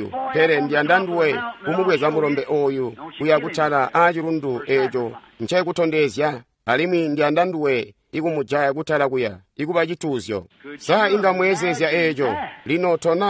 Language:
Tonga (Zambia)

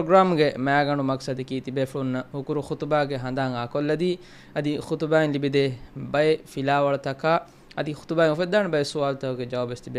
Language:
Divehi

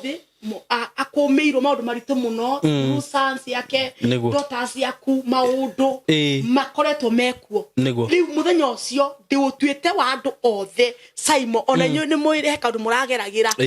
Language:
Kikuyu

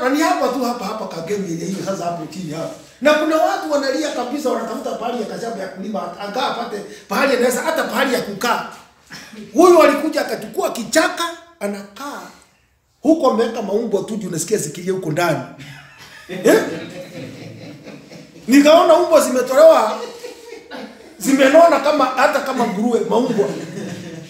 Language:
Swahili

